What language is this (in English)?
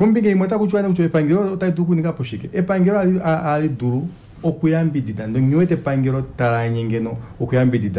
Kuanyama